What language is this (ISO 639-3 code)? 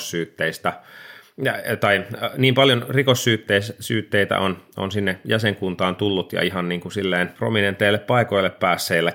fin